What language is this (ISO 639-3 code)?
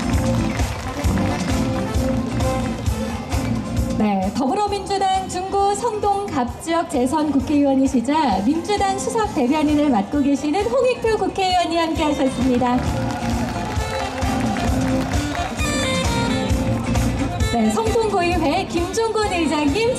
kor